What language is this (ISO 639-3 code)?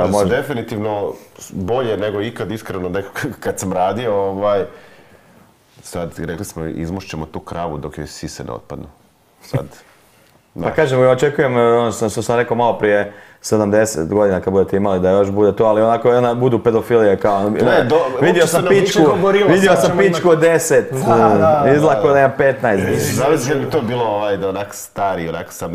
hrv